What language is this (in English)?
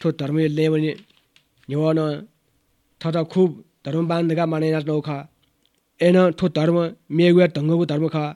Newari